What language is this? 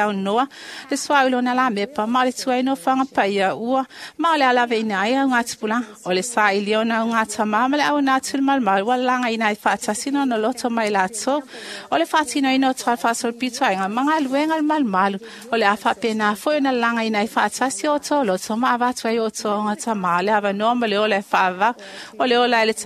Samoan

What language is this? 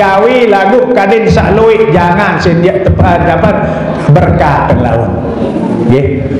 Sasak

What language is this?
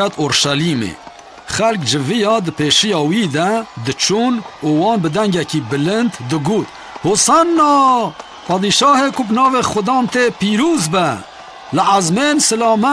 Kurdish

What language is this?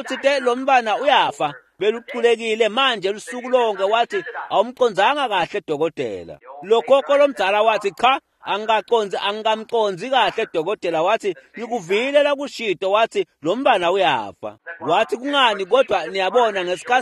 Swati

